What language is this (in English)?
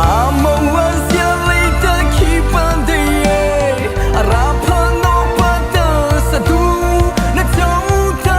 Mara Chin